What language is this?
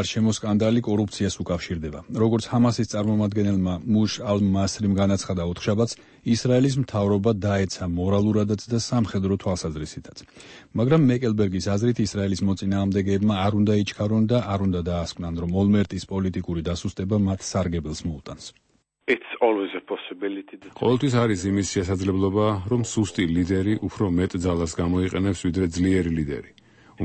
Georgian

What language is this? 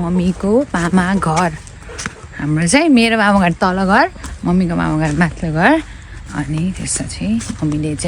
Nepali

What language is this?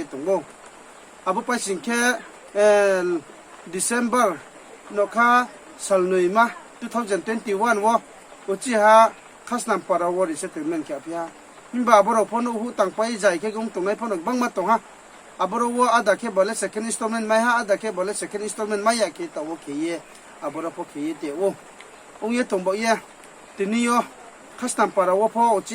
Riang (India)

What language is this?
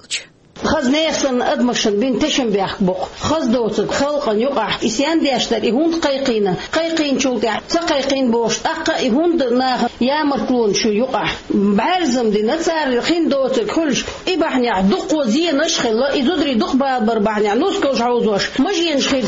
Chechen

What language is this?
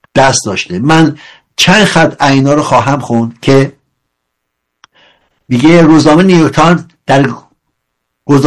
Persian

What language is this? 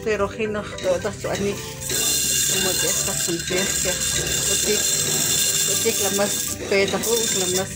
Uspanteco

